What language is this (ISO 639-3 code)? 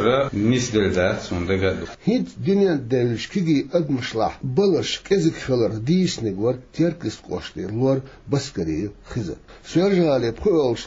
che